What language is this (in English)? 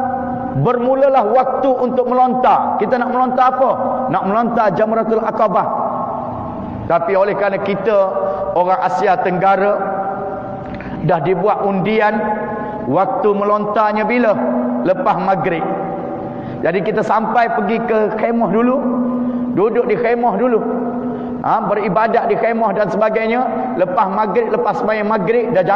Malay